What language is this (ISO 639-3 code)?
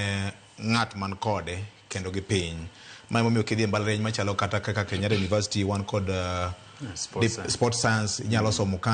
luo